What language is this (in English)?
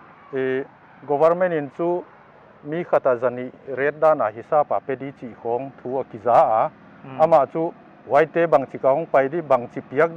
Paite Chin